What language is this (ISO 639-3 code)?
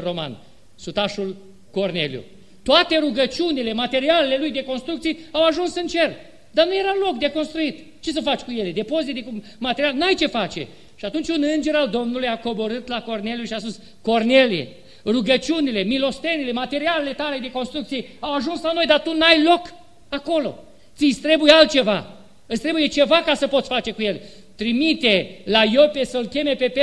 ron